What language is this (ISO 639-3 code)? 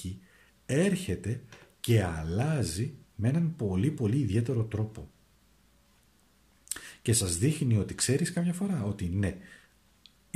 ell